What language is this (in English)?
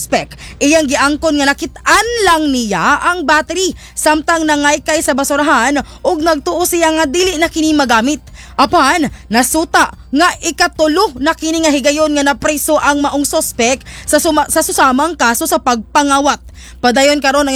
Cebuano